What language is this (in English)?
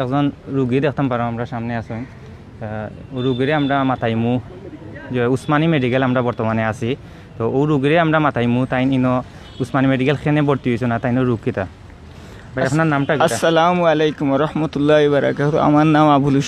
Sylheti